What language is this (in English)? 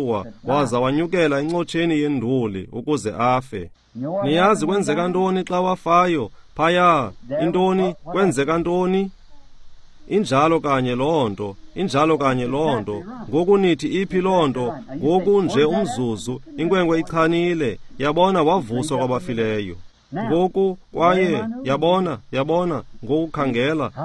Xhosa